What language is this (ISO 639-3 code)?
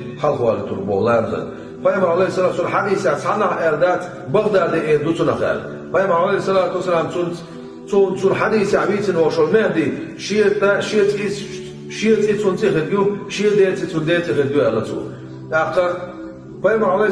che